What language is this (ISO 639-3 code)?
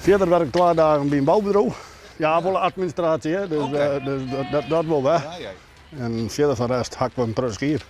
fry